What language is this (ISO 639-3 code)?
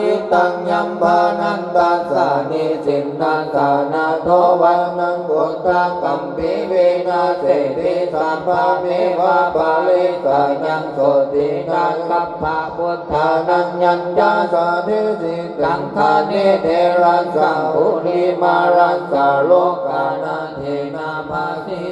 pli